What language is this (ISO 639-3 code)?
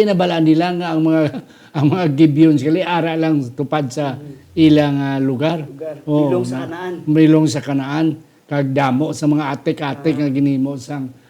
hil